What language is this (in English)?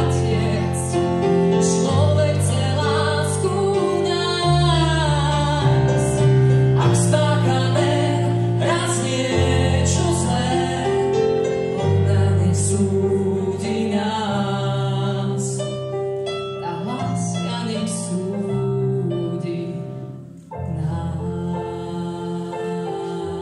Slovak